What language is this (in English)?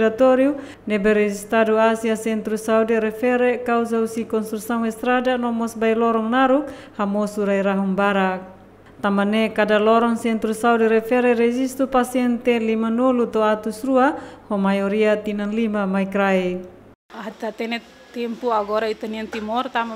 Tetum